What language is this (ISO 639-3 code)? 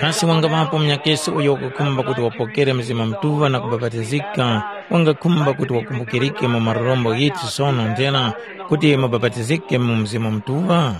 tum